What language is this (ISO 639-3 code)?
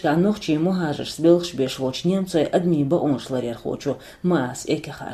che